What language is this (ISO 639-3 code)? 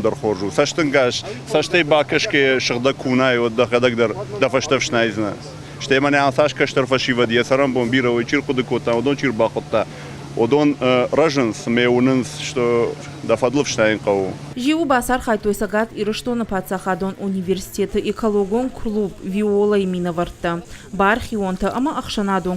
oss